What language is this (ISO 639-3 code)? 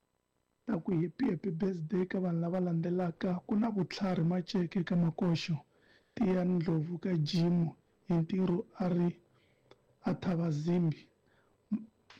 tso